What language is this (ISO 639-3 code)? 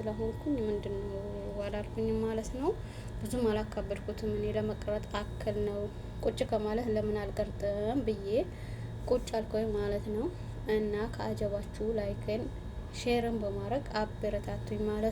amh